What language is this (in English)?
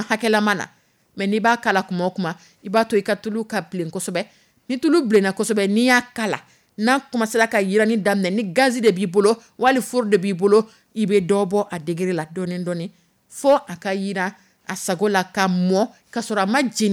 Dyula